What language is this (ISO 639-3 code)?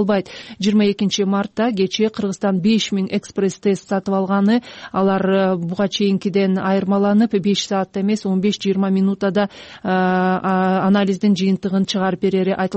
kir